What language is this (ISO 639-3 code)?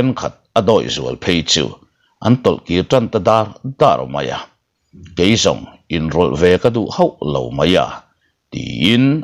lus